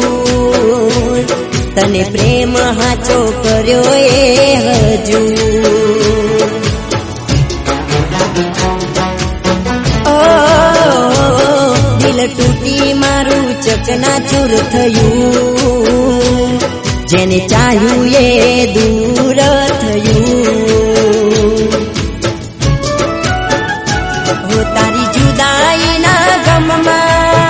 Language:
Gujarati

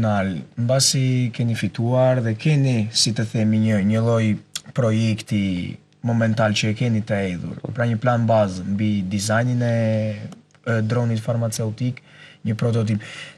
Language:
Albanian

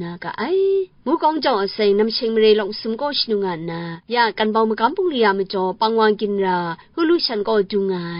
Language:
Kachin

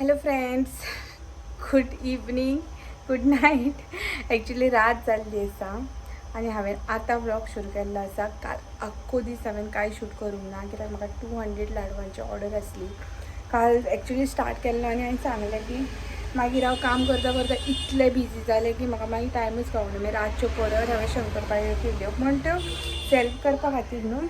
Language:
Konkani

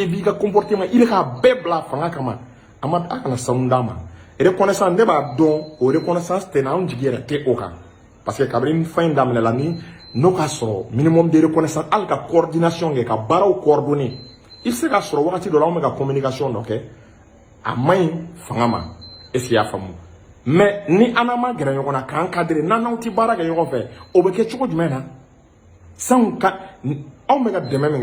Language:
Bambara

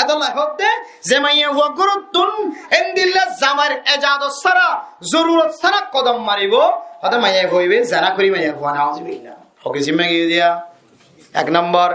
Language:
Rohingya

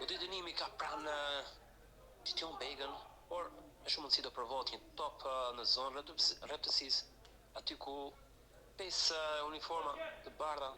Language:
Albanian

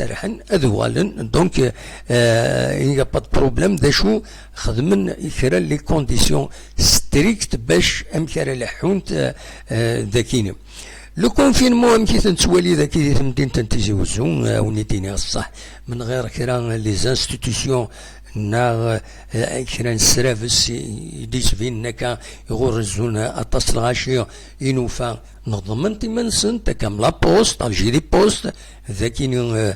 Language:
Kabyle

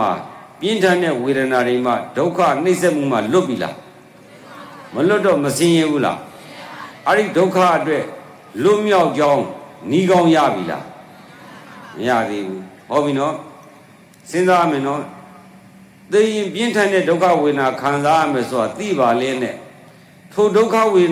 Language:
Burmese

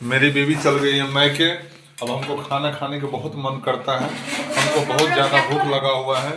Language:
Maithili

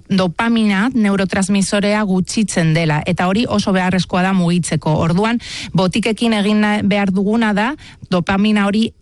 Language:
Basque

